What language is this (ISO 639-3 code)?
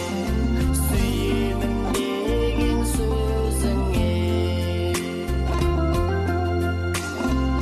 kaz